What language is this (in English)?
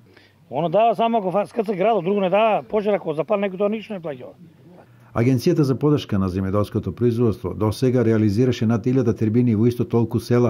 Macedonian